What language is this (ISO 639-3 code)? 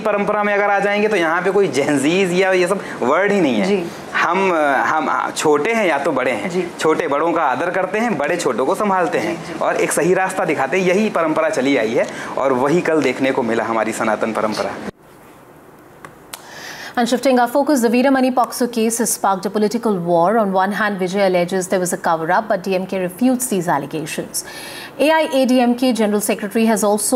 hin